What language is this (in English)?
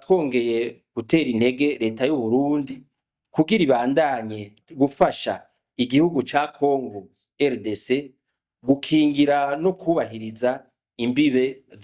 Rundi